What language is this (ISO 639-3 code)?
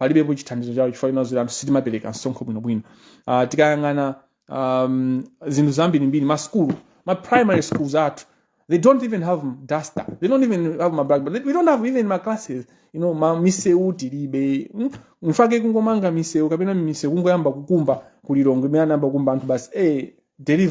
nya